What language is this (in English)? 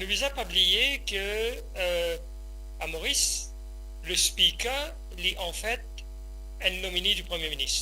Morisyen